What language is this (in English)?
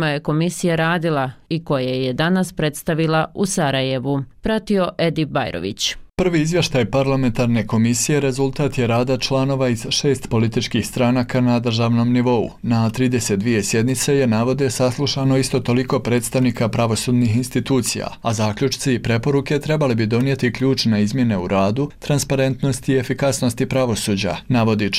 Bosnian